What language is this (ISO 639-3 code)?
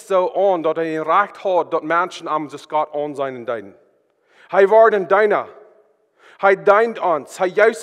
pdt